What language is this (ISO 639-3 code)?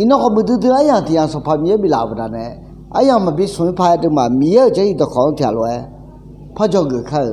ahk